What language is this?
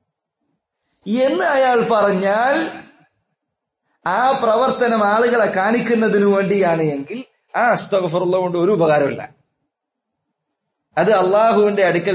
Malayalam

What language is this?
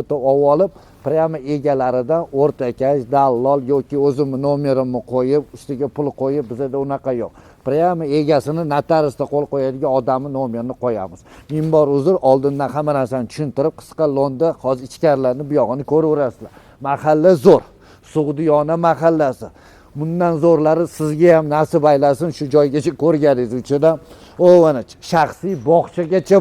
Uzbek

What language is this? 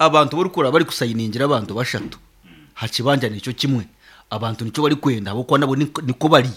Nyankole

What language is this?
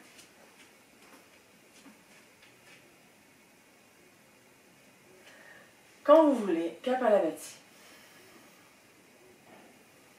French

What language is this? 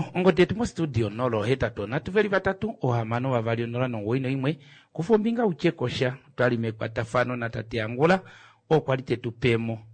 Kuanyama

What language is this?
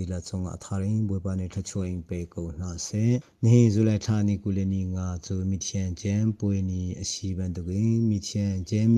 Hakha Chin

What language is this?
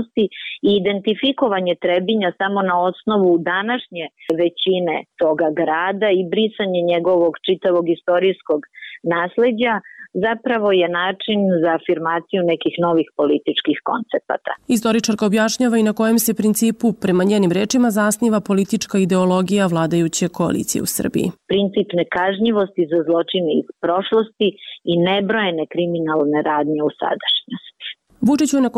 Serbian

